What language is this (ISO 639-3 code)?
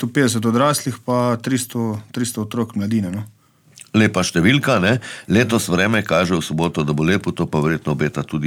slv